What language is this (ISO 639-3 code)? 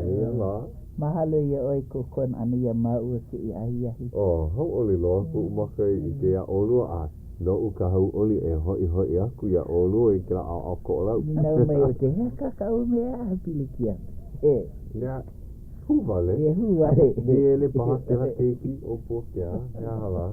haw